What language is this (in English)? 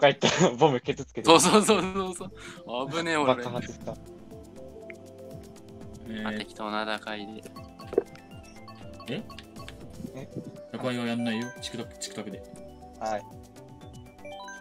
Japanese